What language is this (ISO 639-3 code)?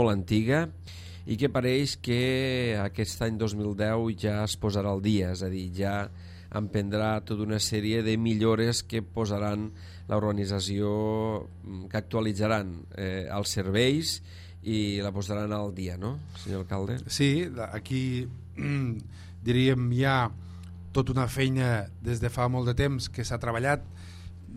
cat